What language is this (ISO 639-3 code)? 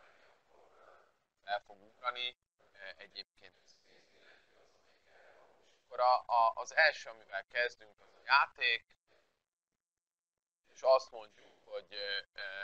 hun